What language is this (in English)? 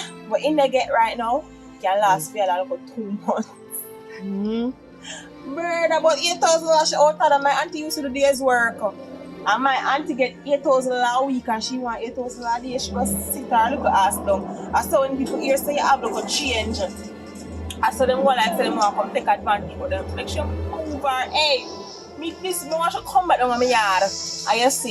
Jamaican Creole English